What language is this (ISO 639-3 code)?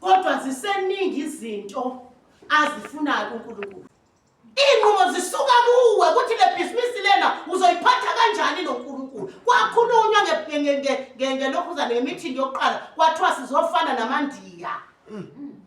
zul